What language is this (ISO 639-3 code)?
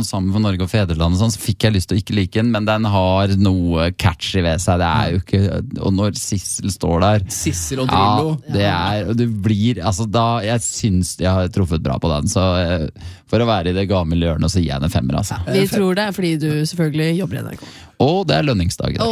nor